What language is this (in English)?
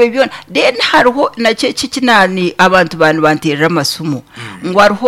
Nyankole